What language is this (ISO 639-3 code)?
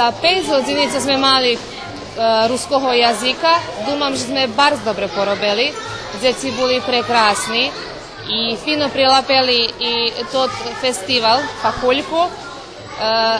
rue